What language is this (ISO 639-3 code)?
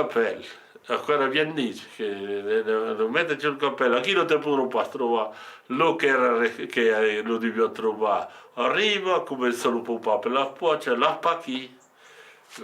oci